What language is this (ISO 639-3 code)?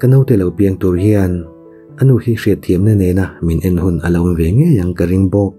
lus